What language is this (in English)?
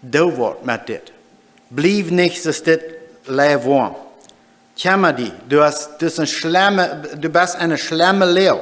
Plautdietsch